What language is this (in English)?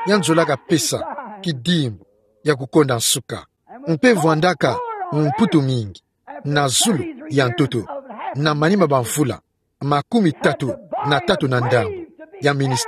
Kituba (Democratic Republic of Congo)